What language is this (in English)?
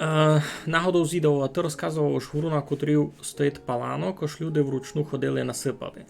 Rusyn